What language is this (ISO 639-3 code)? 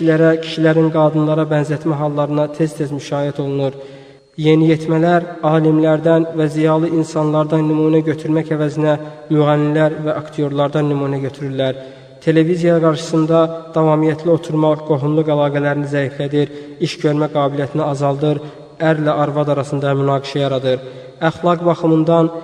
aze